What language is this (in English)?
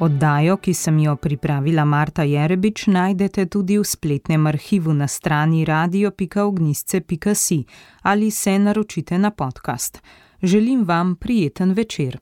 Slovenian